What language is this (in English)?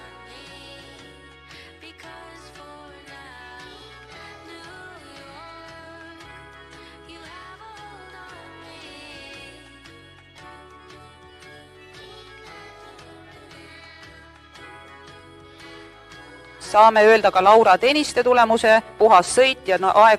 Estonian